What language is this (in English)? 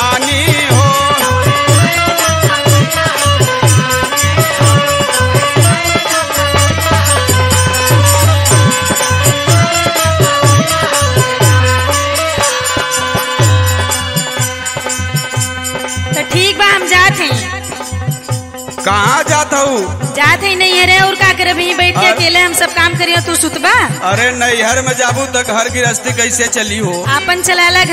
Bhojpuri